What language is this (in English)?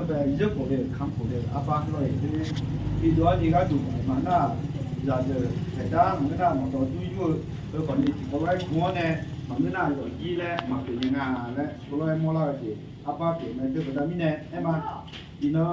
Akha